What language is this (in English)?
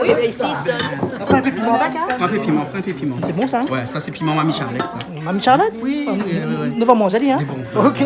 Réunion Creole French